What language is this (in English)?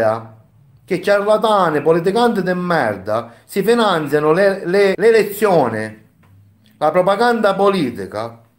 Italian